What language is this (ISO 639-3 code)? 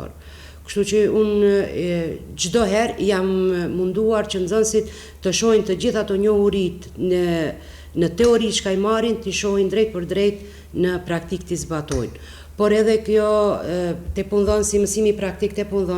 sqi